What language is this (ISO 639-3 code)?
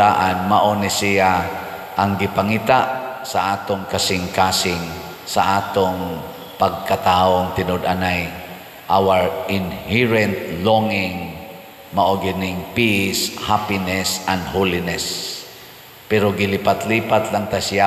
ceb